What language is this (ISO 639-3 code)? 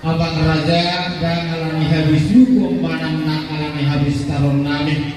bbc